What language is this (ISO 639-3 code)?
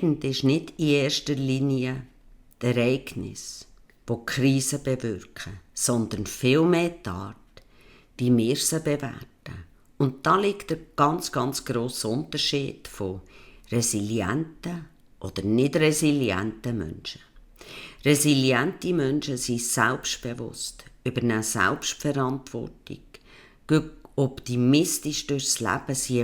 gsw